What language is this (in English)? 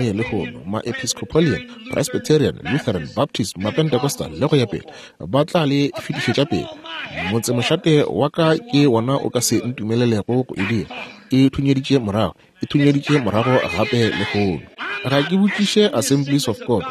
Northern Sotho